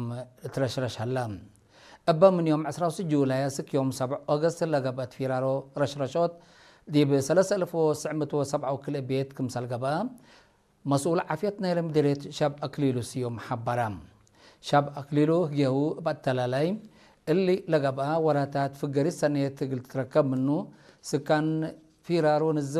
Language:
Tigre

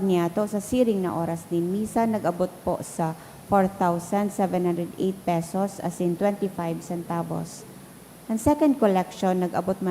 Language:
Bikol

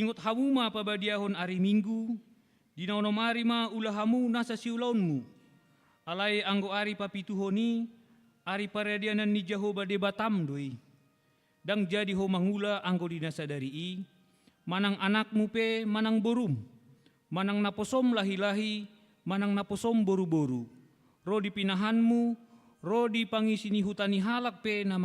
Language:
Batak Toba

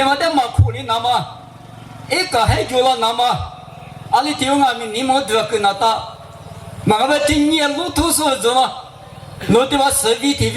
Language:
Lisu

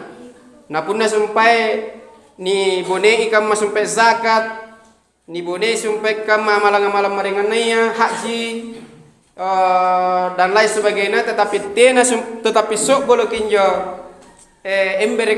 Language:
Makasar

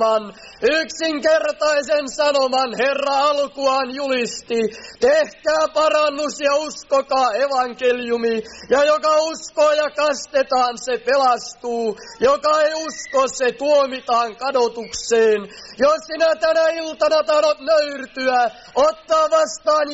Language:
Finnish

